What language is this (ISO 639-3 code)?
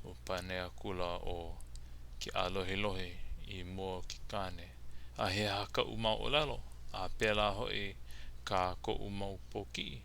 haw